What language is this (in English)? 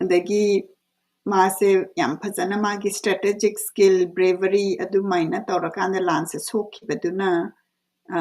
Manipuri